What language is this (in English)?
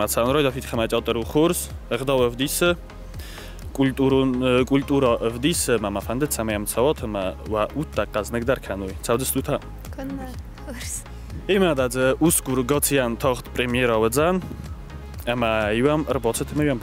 Ossetic